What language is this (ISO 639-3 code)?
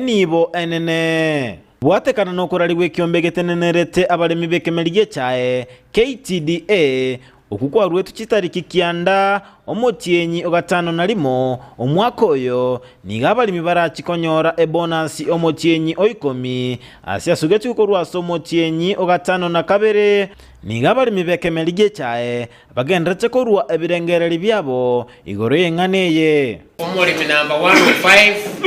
guz